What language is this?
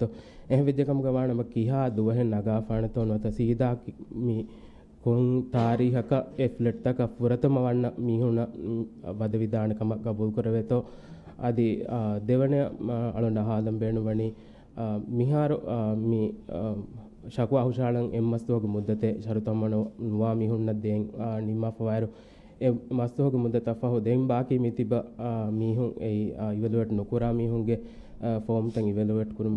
Divehi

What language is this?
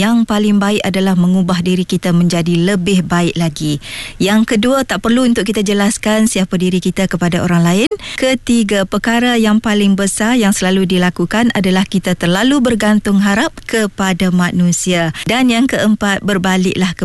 Malay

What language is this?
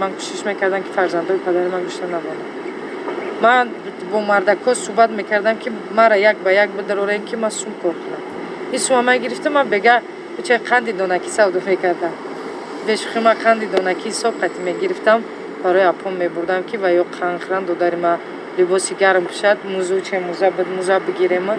Tajik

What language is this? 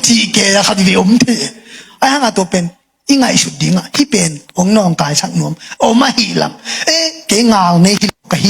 Tedim Chin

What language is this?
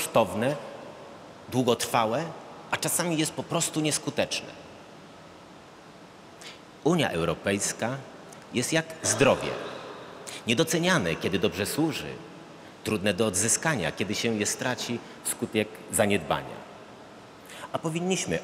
Polish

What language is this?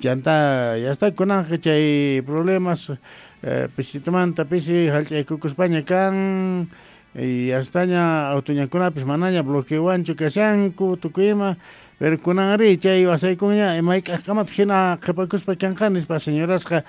Quechua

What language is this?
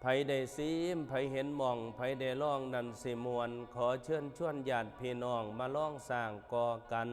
Northeastern Thai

